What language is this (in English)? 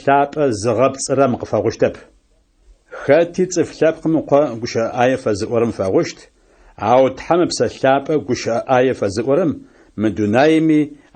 Adyghe